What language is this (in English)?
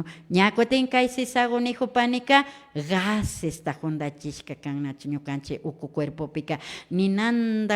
Imbabura Highland Quichua